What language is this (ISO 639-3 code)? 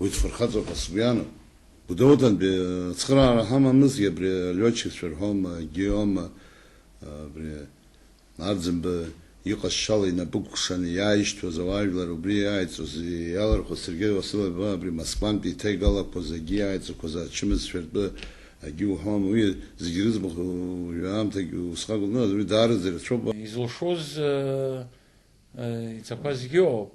abk